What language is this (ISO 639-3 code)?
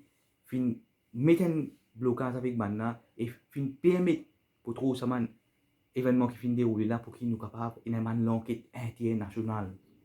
mfe